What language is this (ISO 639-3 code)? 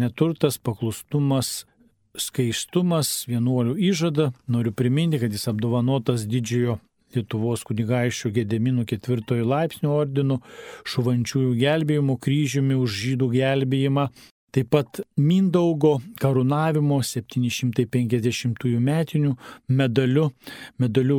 lit